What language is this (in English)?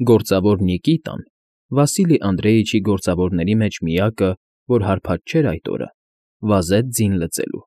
Armenian